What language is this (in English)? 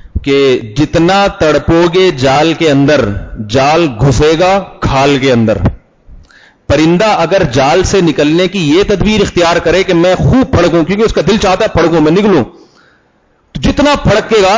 Urdu